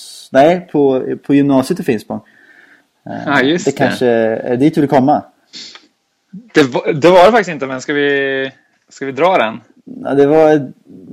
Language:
Swedish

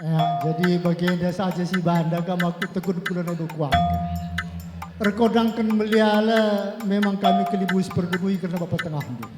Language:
Batak Karo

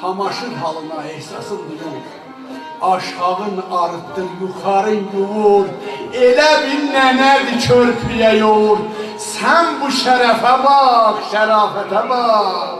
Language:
South Azerbaijani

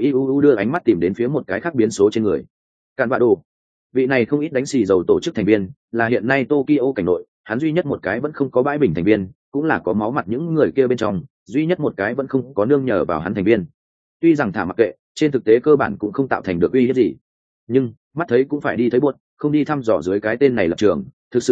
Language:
Vietnamese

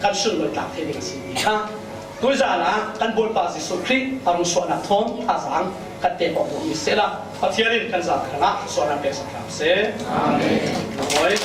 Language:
Falam Chin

